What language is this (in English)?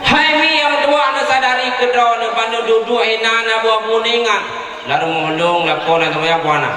Achinese